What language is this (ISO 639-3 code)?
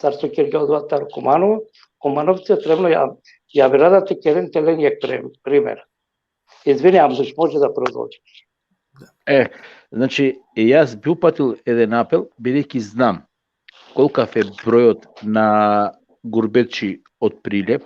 rmn